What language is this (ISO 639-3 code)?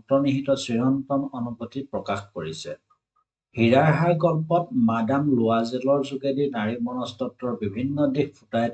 asm